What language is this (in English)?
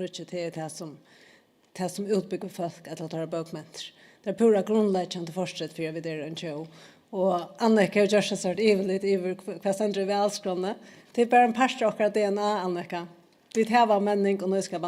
Faroese